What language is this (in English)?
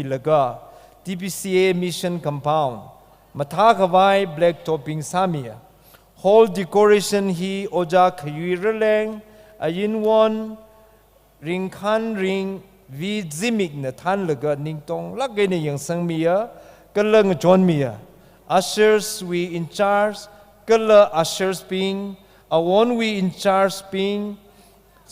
Tangkhul Naga (India)